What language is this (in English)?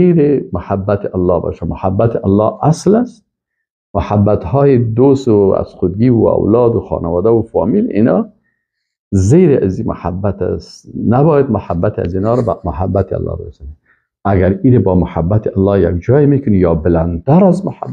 Persian